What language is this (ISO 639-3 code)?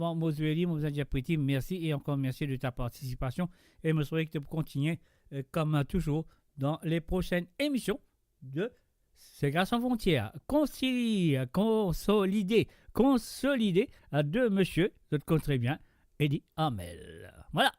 mfe